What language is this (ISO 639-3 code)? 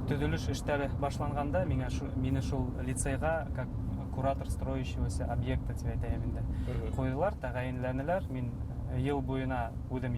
bak